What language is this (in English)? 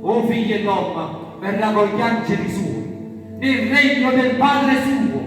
Neapolitan